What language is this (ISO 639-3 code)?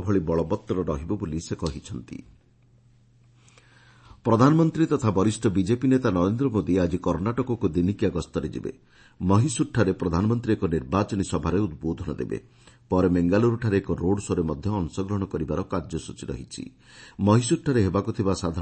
ori